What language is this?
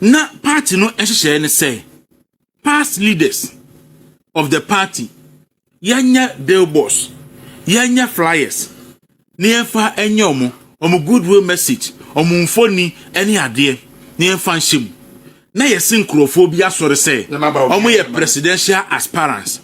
Akan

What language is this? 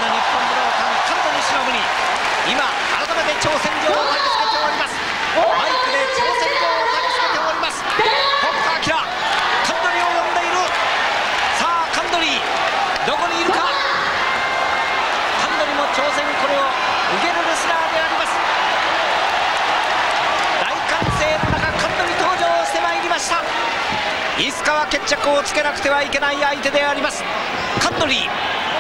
Japanese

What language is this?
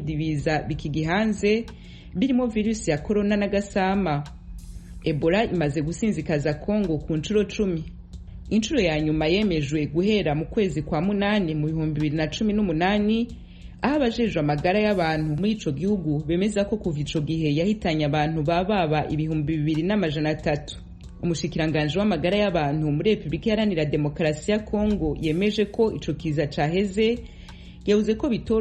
Rundi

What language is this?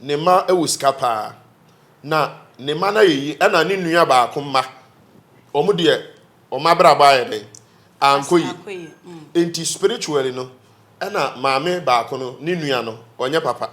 Akan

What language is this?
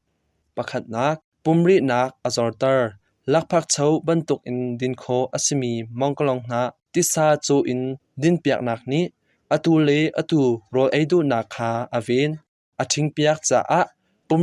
Hakha Chin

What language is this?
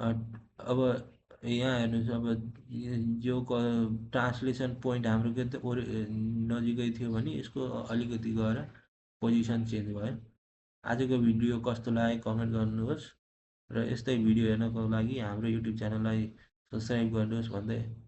Nepali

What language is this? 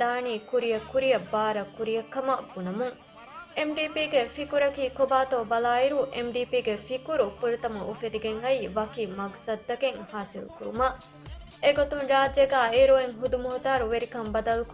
Divehi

